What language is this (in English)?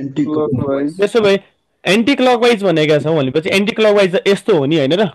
Nepali